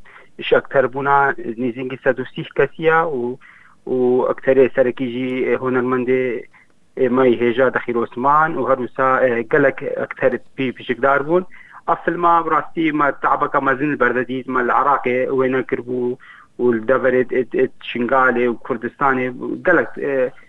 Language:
Kurdish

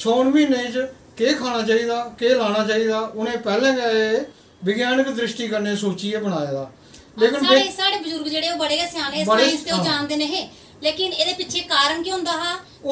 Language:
Dogri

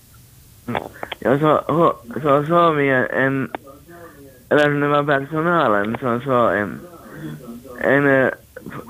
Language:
Swedish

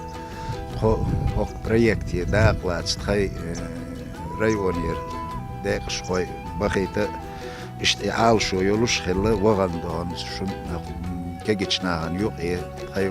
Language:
Chechen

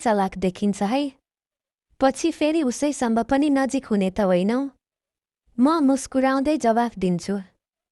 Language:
Nepali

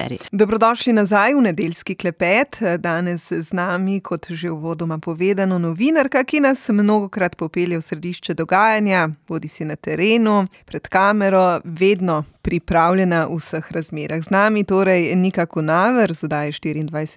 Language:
Slovenian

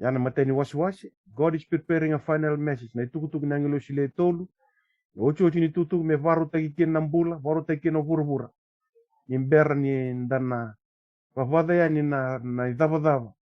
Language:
Fijian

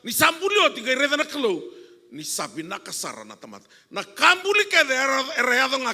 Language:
Fijian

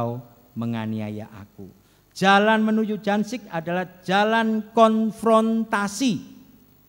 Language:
Indonesian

